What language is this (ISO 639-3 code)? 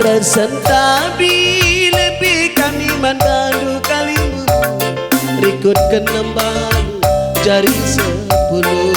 btx